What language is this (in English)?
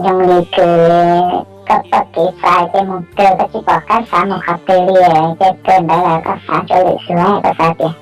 Hmong